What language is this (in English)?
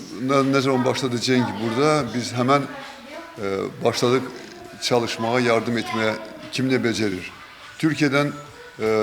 Gagauz